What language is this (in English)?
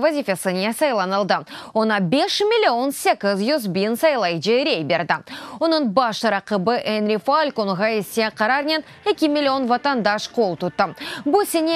Crimean Tatar